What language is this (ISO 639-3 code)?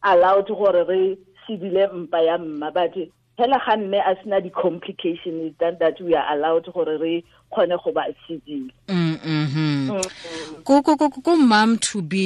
tsn